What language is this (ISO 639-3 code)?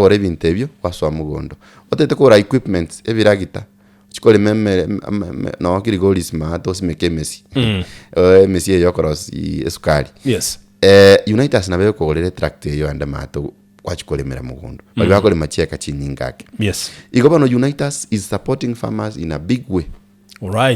guz